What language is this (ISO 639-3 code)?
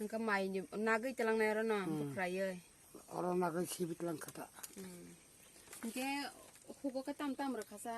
trp